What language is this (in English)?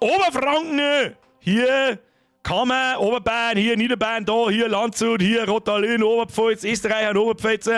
Bavarian